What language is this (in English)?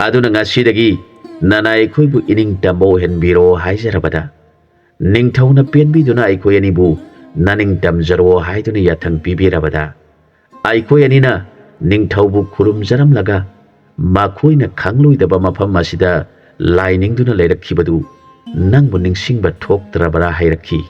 Manipuri